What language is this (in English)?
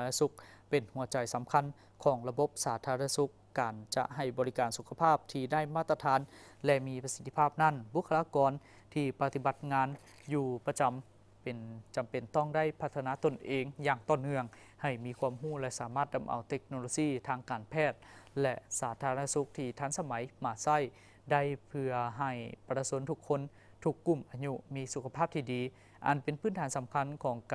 Lao